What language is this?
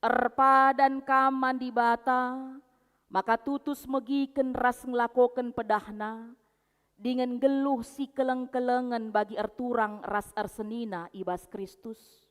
Batak Karo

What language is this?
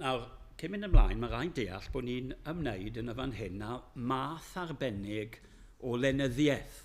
Welsh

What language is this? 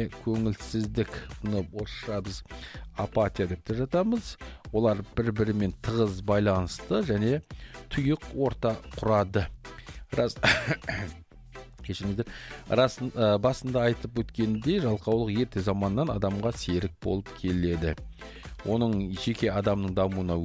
Kazakh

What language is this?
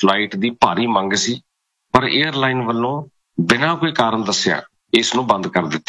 Punjabi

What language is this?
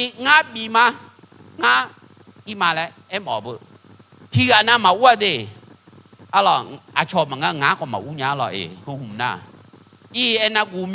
Akha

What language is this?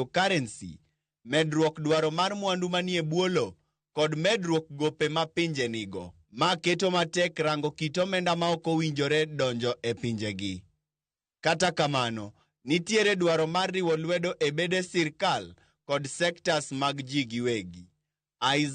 Luo (Kenya and Tanzania)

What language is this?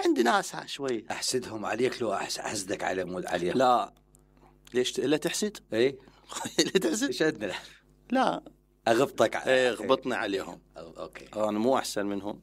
Mesopotamian Arabic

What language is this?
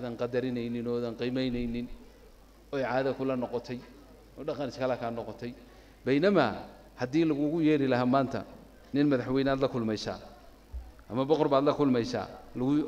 Somali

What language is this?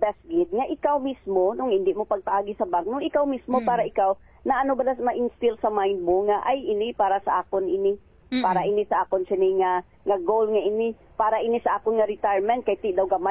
Hiligaynon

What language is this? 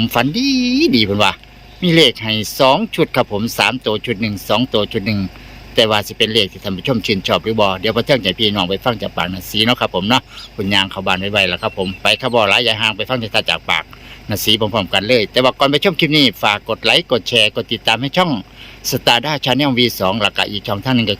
Northeastern Thai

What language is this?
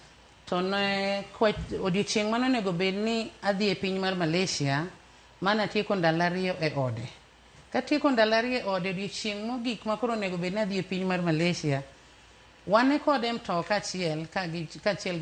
Luo (Kenya and Tanzania)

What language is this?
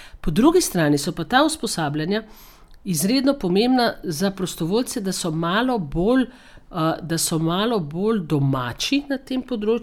Slovenian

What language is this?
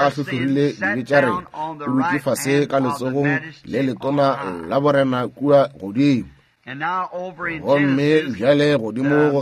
Northern Sotho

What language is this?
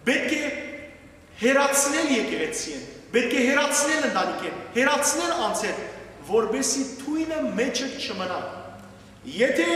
Western Armenian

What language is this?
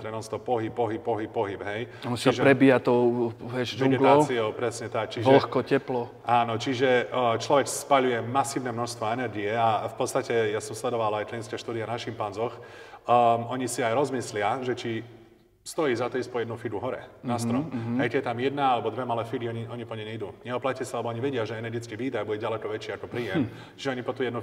Slovak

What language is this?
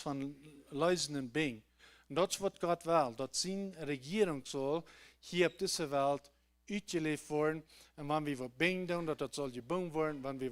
Plautdietsch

